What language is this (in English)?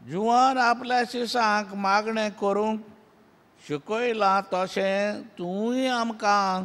Konkani